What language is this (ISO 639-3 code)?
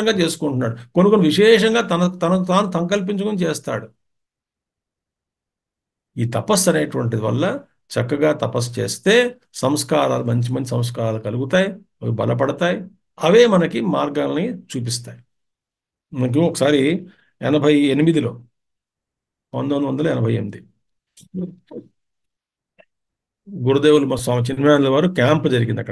tel